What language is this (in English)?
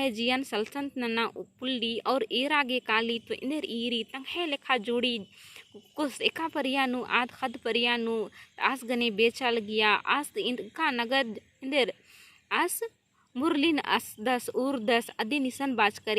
Kurukh